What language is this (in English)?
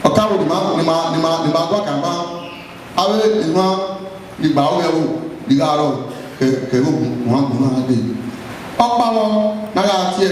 Bini